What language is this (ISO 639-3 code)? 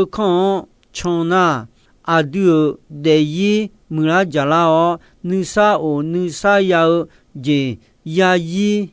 ahk